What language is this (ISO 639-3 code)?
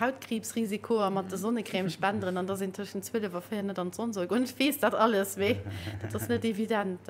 ltz